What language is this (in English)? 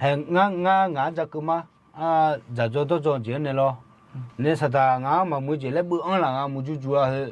Akha